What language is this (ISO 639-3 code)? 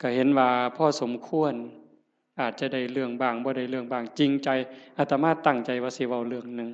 tts